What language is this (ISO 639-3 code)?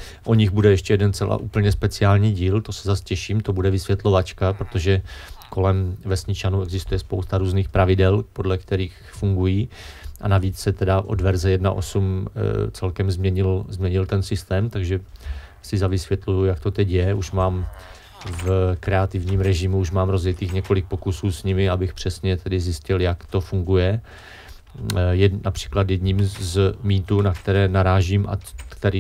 ces